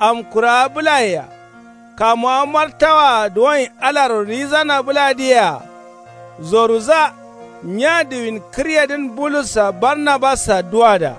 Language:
Kanuri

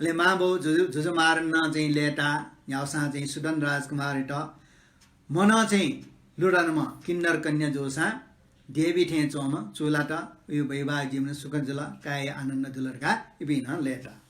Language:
Newari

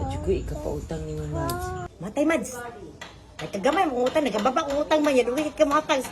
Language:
Cebuano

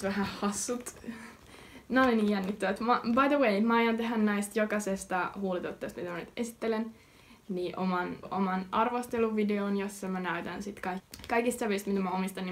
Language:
Finnish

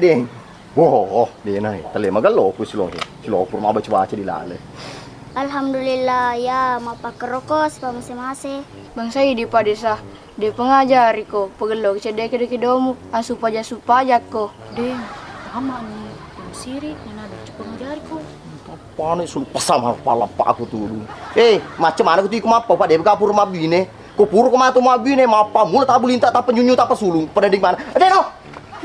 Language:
Buginese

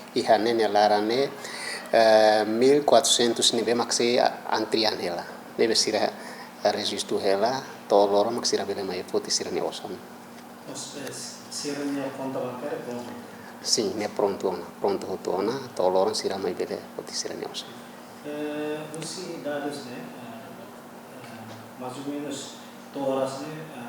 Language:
Tetum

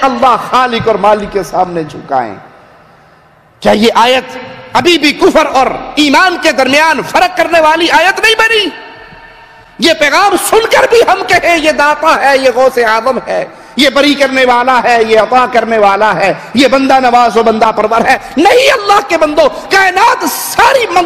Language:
Urdu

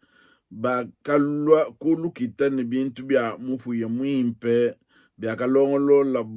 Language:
Luba-Lulua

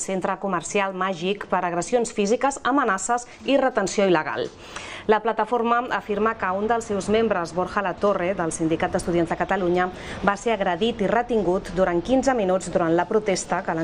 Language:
Catalan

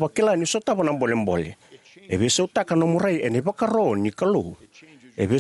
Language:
Fijian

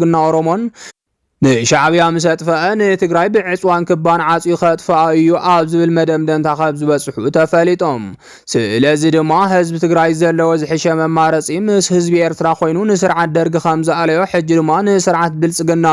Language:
Tigrinya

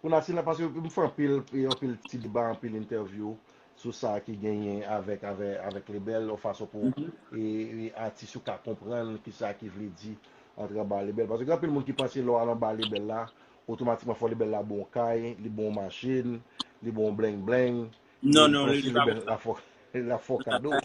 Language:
Haitian Creole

